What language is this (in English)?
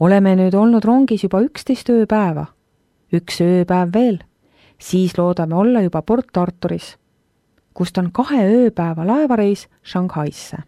Estonian